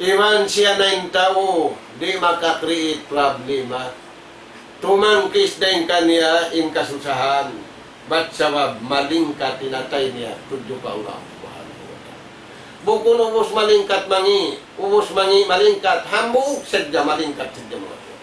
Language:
Tausug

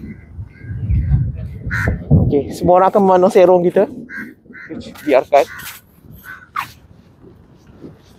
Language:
Malay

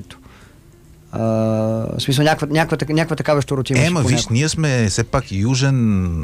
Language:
Bulgarian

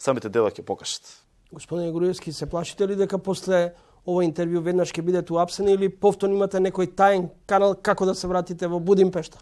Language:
Macedonian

